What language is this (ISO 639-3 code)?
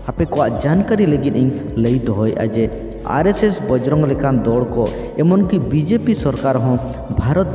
sat